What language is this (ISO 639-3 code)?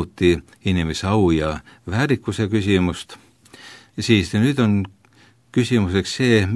est